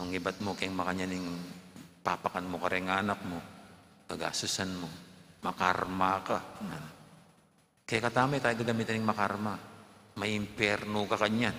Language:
Pampanga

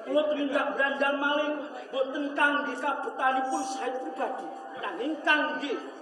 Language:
Javanese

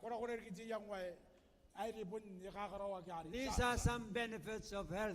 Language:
Gilbertese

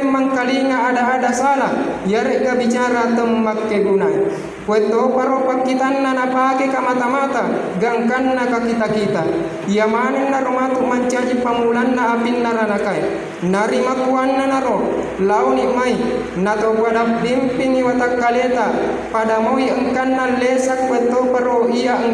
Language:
Buginese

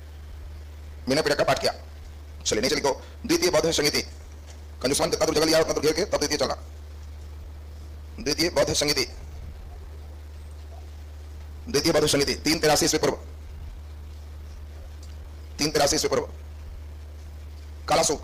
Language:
Hindi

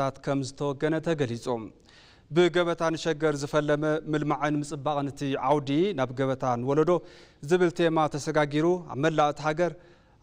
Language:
Tigrinya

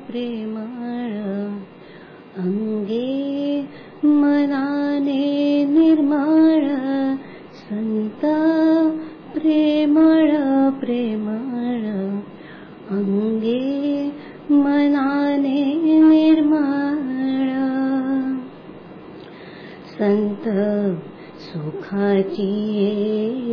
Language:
Marathi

